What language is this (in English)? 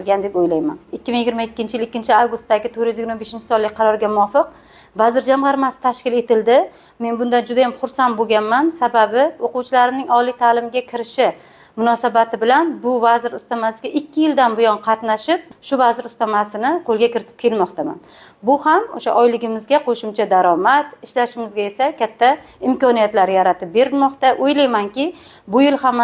Uzbek